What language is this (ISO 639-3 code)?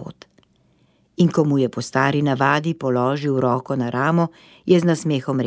slv